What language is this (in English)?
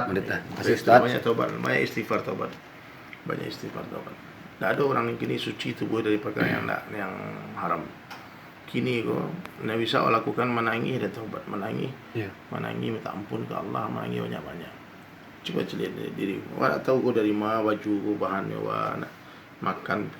Minangkabau